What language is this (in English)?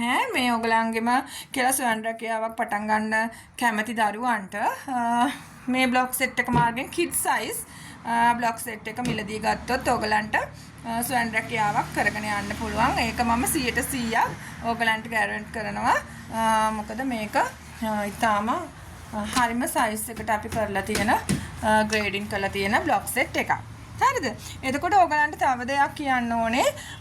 Sinhala